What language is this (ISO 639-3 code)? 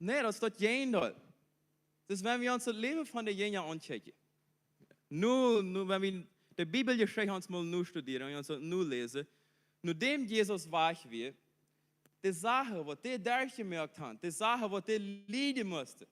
pdt